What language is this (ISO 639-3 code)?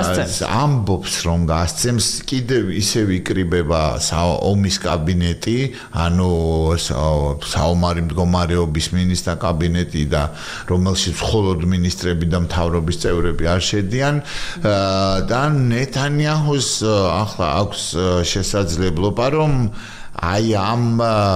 kat